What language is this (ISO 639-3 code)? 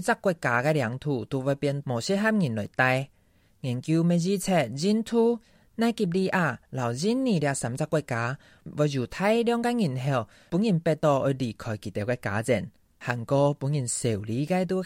hak